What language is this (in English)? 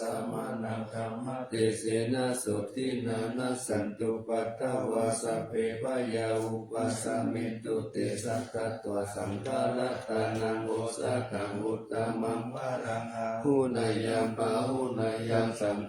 Pali